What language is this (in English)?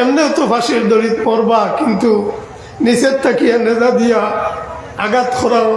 Sylheti